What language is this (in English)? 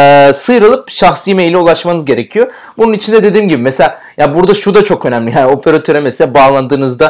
Turkish